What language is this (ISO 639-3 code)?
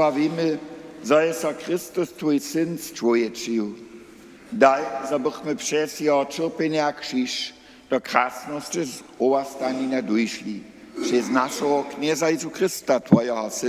hsb